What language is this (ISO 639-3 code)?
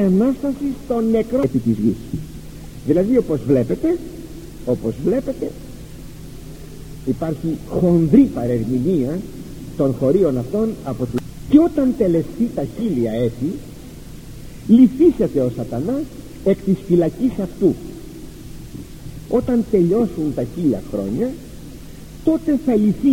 ell